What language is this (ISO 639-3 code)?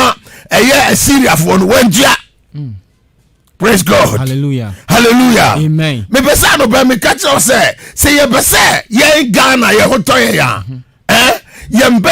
aka